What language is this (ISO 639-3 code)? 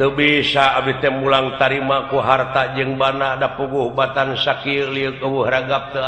sun